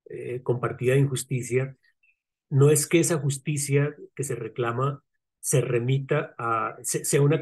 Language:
Spanish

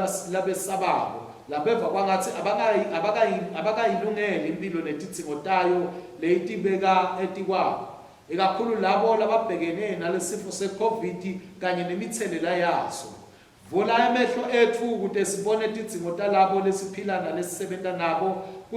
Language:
Swati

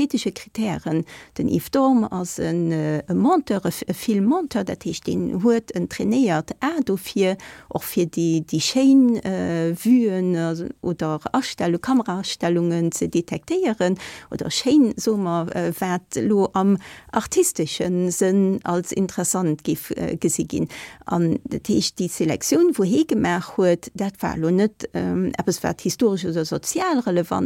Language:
Luxembourgish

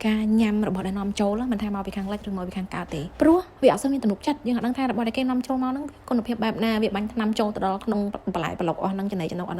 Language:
Khmer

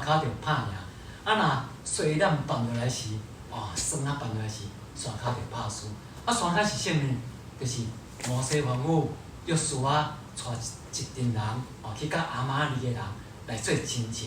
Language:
Min Nan Chinese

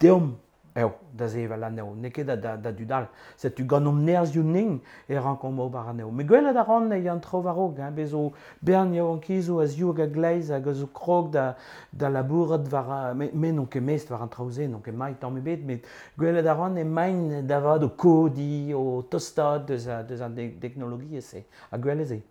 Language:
Breton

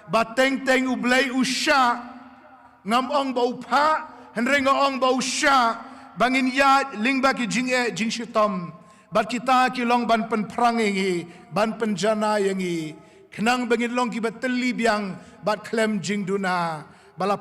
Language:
Khasi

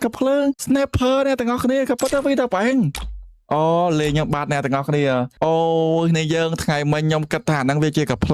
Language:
Khmer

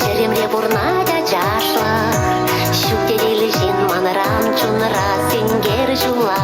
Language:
Chuvash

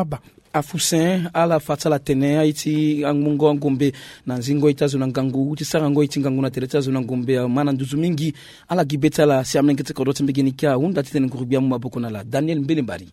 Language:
Sango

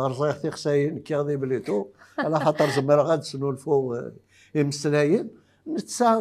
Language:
Kabyle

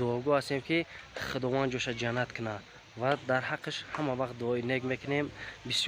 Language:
Tajik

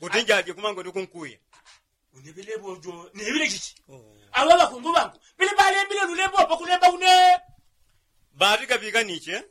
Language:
Yao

